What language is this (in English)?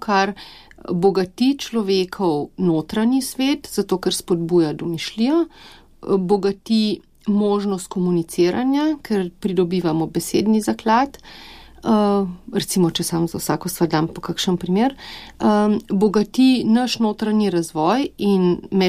Slovenian